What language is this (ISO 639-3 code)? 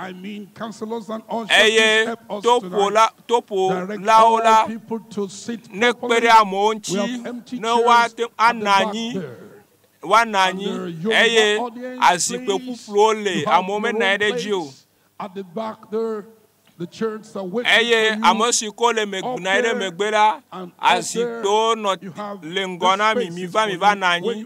ewe